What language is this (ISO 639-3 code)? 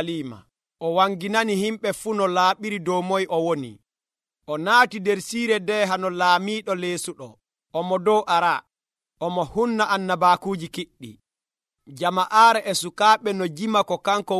fuv